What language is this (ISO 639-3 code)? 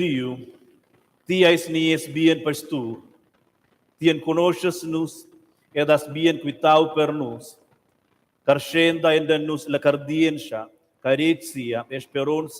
roh